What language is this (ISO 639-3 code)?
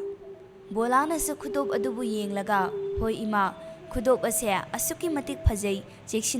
mni